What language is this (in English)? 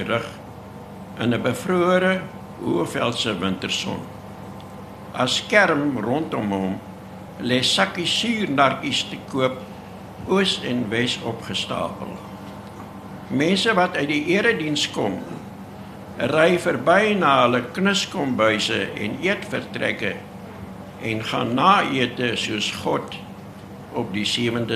Afrikaans